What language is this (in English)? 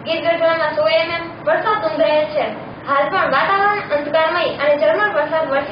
Gujarati